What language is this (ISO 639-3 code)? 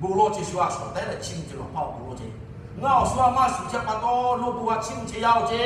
lhu